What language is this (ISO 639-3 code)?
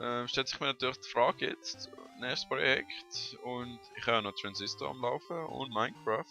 gsw